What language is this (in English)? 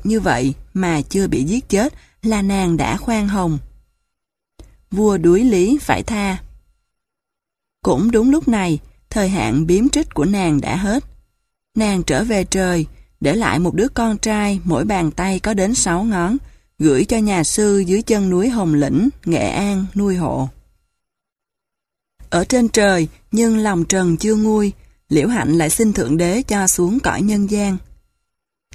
Vietnamese